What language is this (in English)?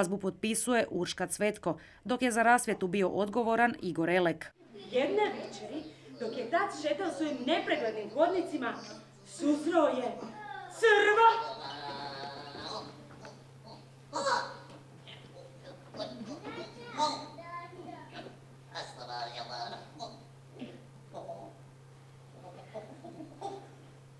Croatian